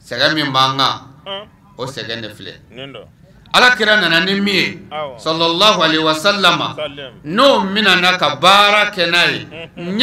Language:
Bambara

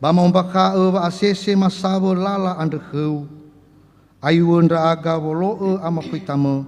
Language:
Nias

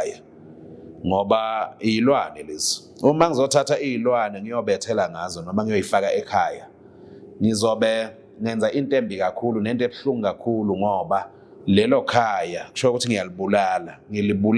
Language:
Zulu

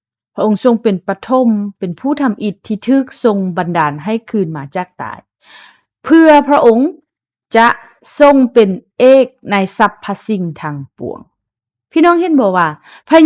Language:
Lao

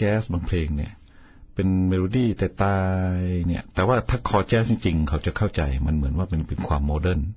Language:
Thai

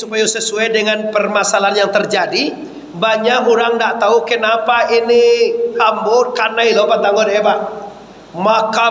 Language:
Minangkabau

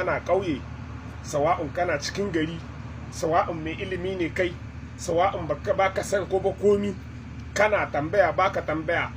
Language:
Hausa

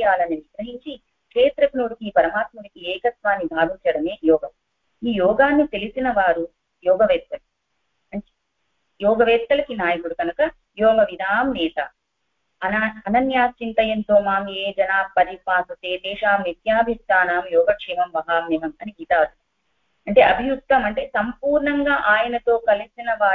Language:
Telugu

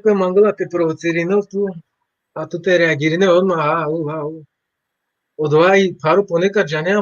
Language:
Balkan Romani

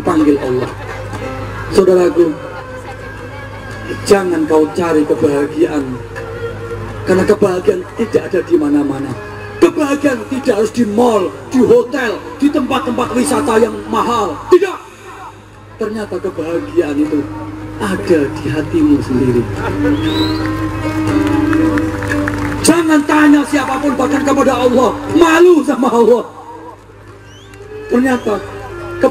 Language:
Indonesian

